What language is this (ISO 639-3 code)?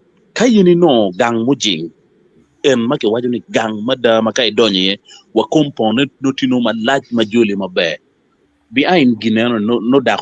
ach